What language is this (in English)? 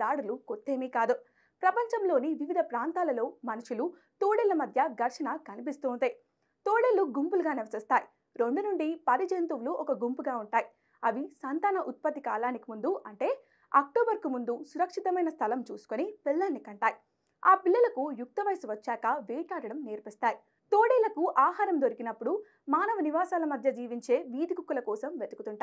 Telugu